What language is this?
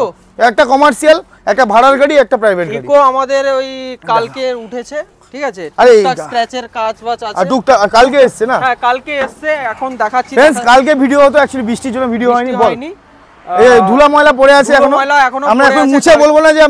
Bangla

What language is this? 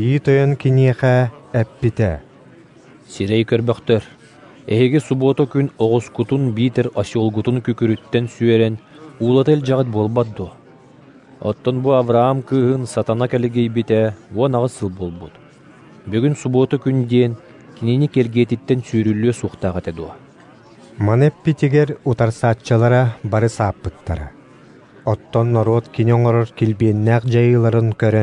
Yakut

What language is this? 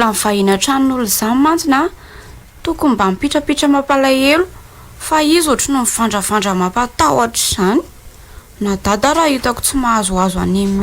Malagasy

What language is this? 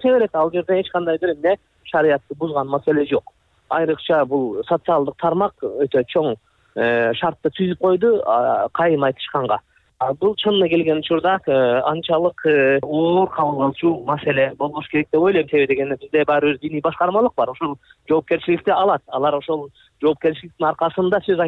Kyrgyz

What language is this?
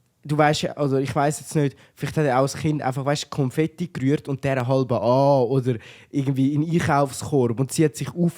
Swiss German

